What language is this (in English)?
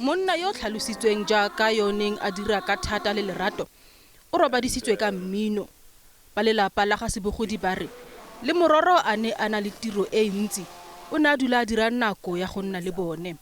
Tswana